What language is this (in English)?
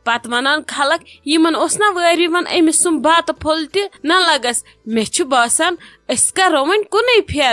Kashmiri